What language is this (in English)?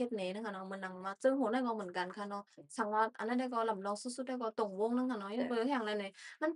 Shan